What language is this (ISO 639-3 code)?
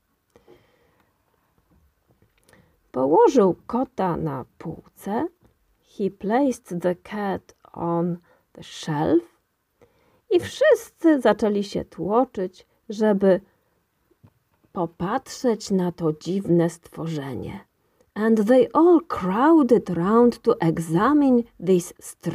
pol